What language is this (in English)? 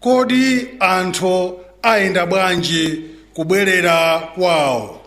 Nyanja